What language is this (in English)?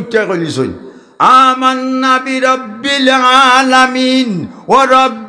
Sylheti